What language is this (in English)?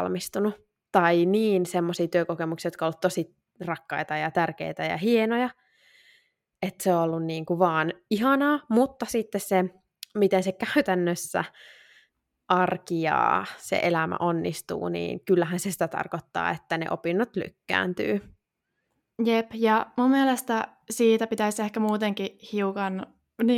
Finnish